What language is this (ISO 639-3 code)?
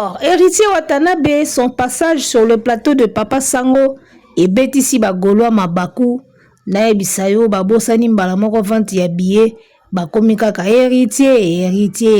lin